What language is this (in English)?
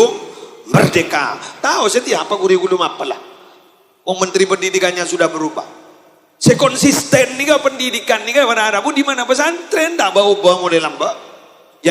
Madurese